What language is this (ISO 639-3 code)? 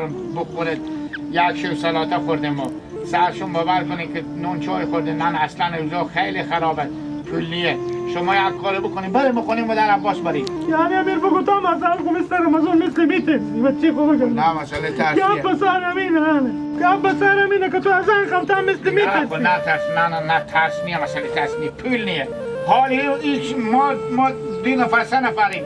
haz